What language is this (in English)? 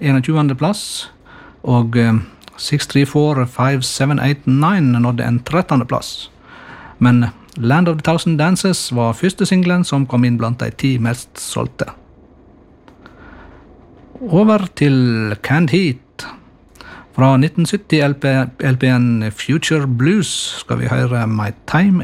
Norwegian